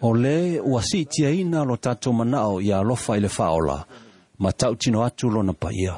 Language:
Samoan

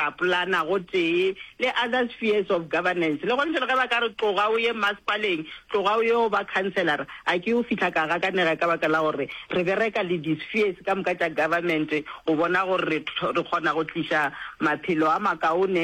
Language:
Northern Sotho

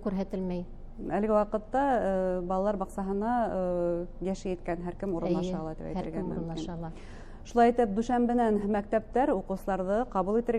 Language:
Bashkir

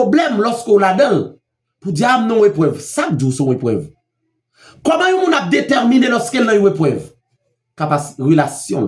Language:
Haitian Creole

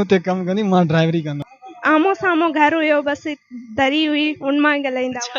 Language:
Sindhi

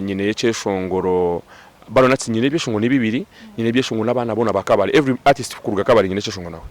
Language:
Nyankole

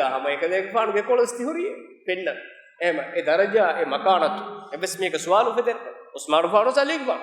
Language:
Divehi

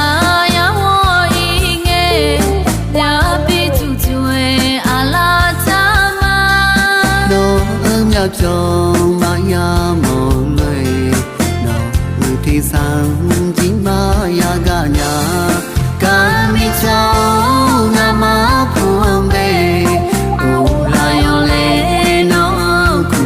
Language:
Akha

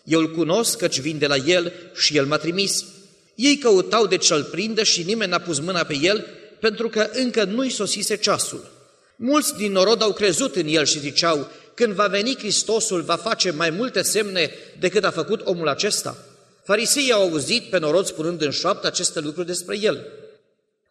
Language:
Romanian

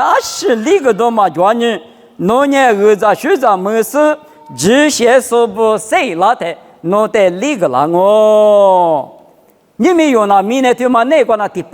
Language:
Lisu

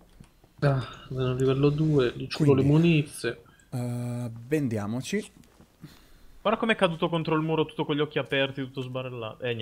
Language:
Italian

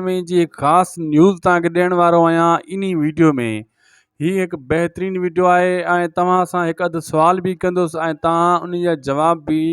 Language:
Sindhi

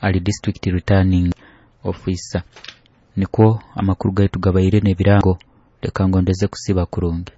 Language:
Nyoro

